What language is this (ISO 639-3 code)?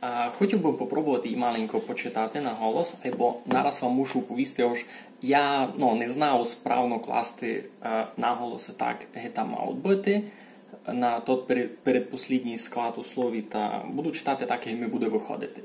rue